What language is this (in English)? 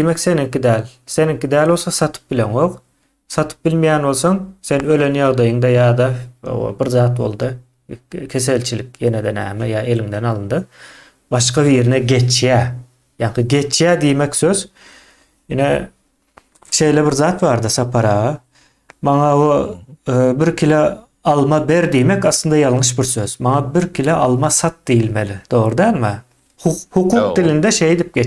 Turkmen